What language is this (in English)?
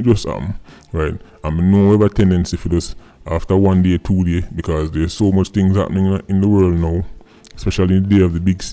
Jamaican Creole English